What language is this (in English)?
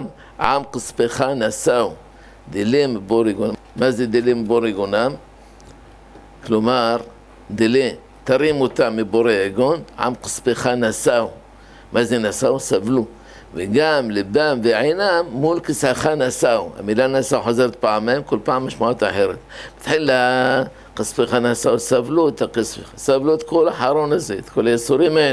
Hebrew